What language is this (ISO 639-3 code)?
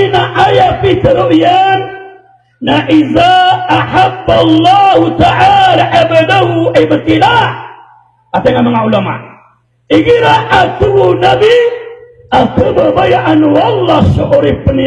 mrw